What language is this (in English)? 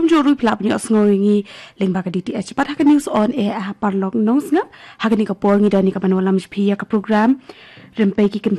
Khasi